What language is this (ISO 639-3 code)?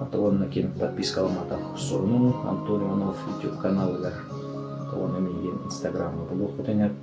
sah